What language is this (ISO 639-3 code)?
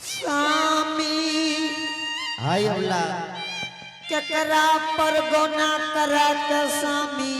anp